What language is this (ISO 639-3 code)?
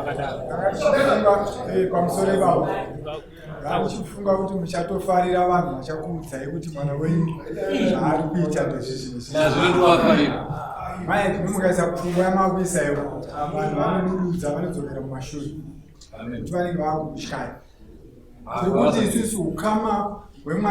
sna